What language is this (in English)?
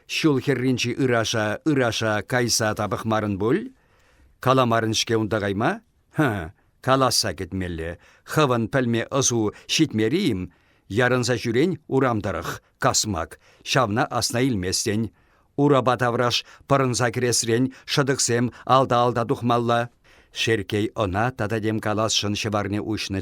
Chuvash